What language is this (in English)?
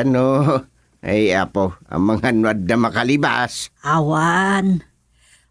Iloko